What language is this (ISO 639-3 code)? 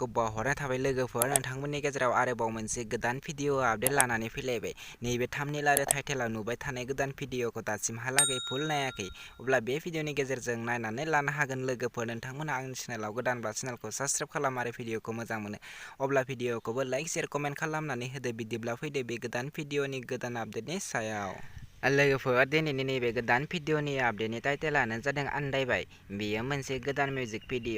brx